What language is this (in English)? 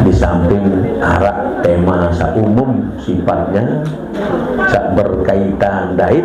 Sasak